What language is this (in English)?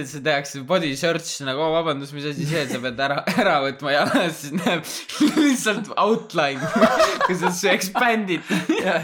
Estonian